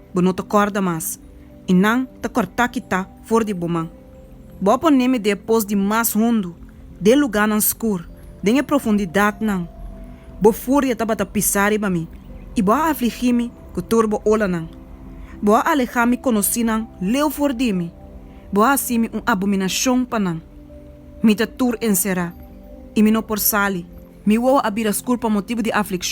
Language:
Papiamento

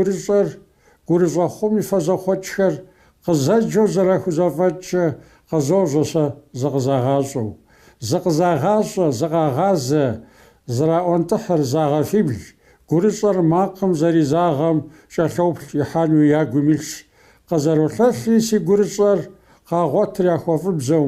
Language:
Kabardian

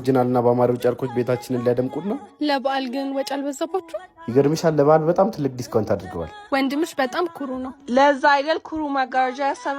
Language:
Amharic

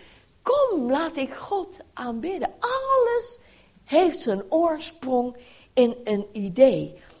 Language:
Dutch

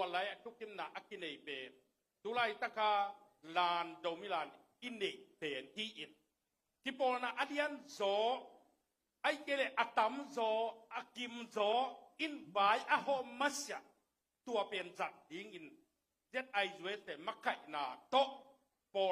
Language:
Tedim Chin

